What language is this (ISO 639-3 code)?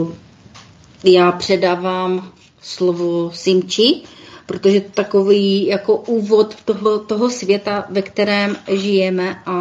ces